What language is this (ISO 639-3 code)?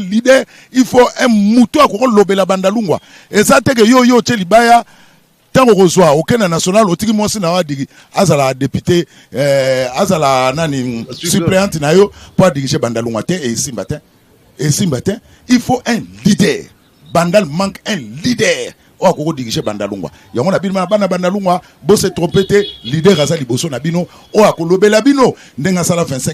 lin